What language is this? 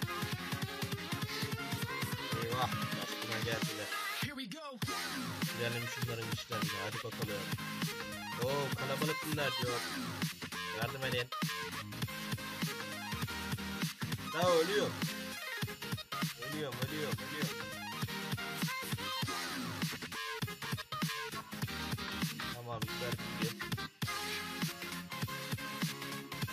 Turkish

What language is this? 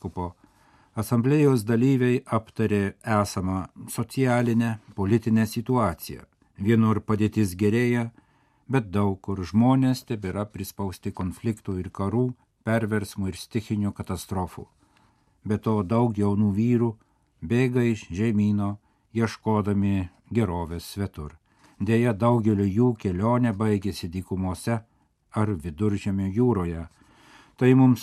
Lithuanian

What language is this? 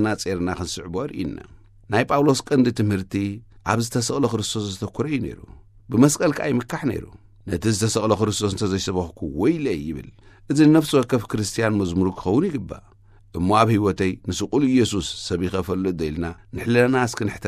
Tigrinya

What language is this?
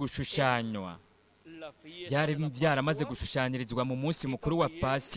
Rundi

